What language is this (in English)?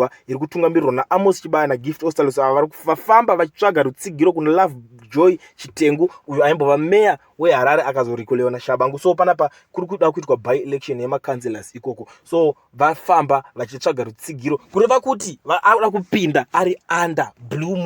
Shona